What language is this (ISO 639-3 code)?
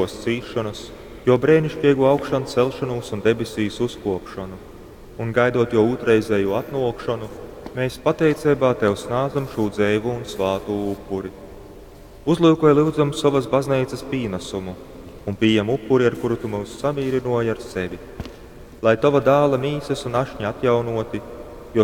ltg